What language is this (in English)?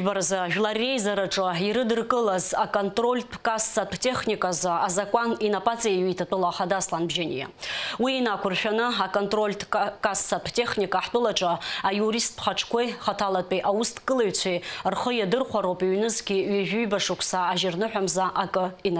Abkhazian